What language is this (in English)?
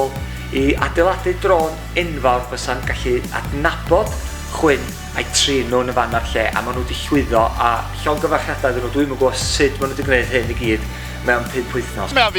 Welsh